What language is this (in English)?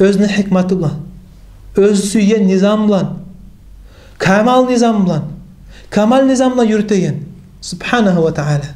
Kumyk